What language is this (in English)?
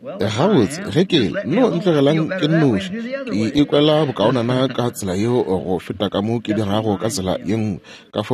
Northern Sotho